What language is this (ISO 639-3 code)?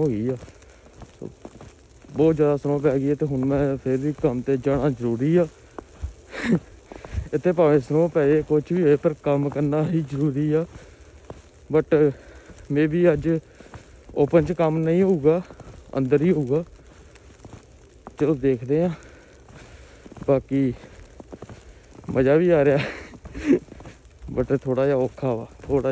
pan